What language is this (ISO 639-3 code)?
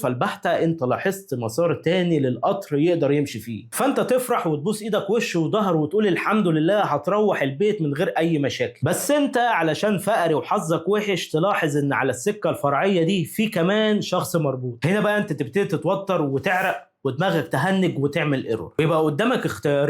arz